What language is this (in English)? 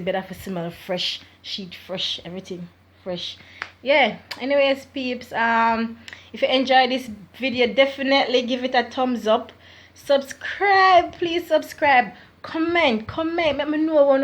Jamaican Creole English